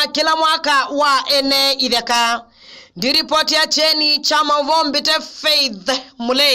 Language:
Kamba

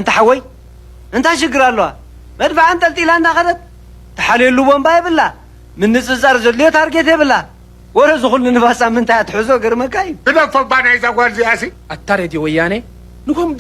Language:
Tigrinya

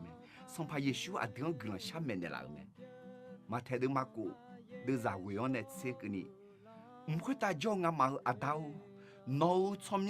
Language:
Akha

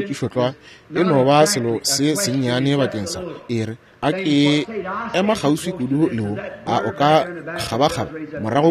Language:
Northern Sotho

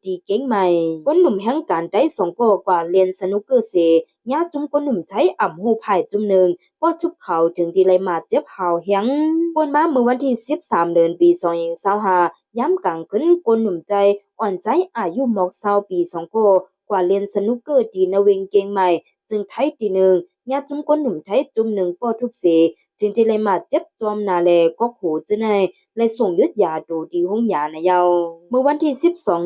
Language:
Shan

